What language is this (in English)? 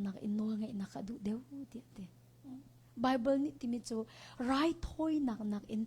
Hakha Chin